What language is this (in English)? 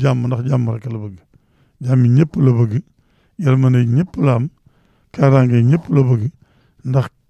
Wolof